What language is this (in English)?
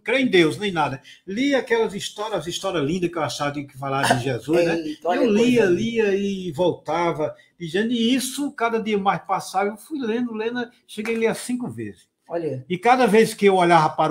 Portuguese